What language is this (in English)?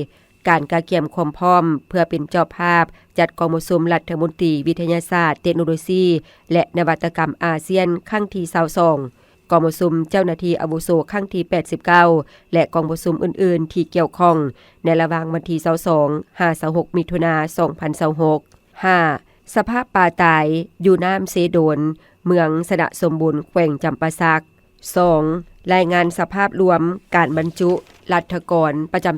Lao